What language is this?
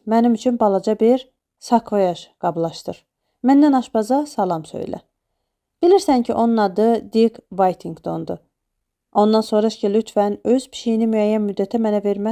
Azerbaijani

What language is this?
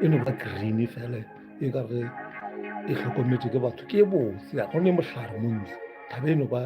Northern Sotho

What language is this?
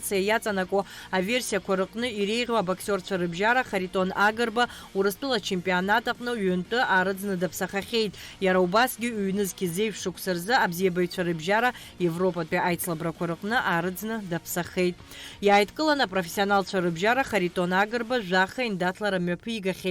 Abkhazian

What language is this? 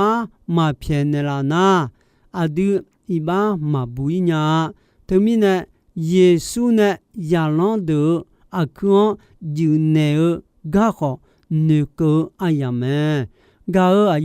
Akha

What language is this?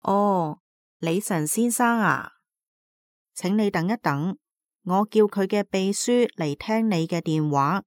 Cantonese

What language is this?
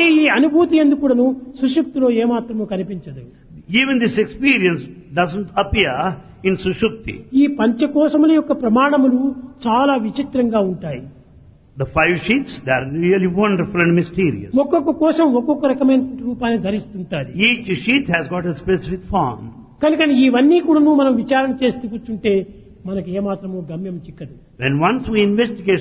Telugu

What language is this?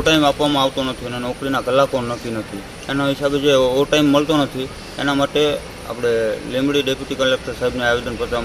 Gujarati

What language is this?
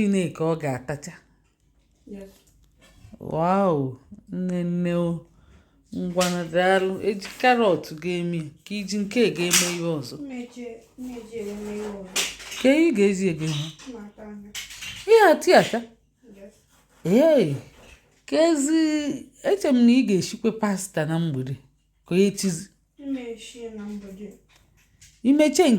Igbo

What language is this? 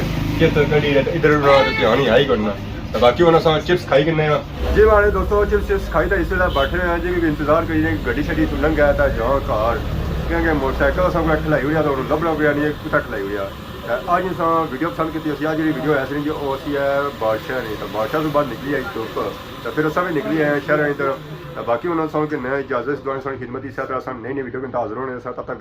Pahari-Potwari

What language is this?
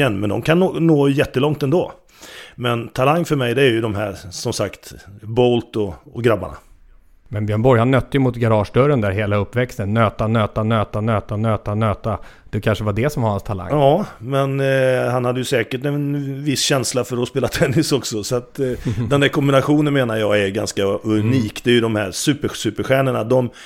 Swedish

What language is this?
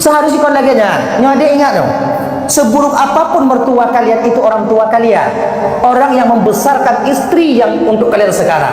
Achinese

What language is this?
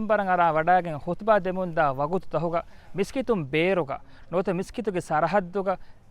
Divehi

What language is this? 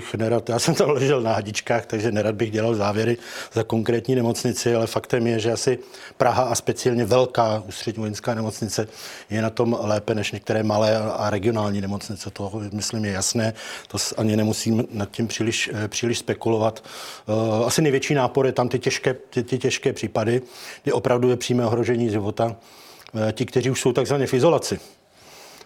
Czech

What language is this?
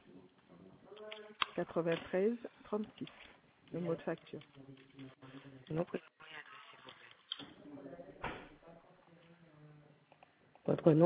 French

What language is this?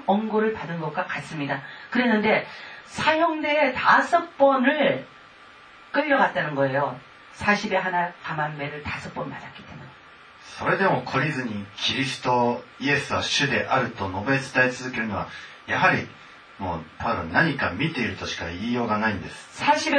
Korean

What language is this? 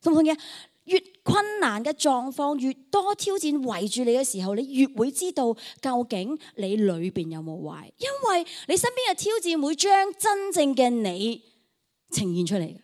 Cantonese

